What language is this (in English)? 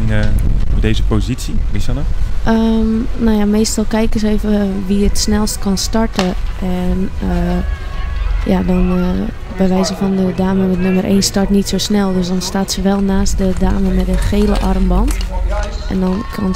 Dutch